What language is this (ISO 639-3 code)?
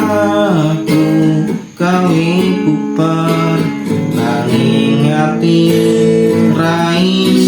jav